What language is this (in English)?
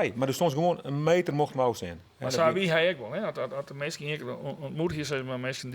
Western Frisian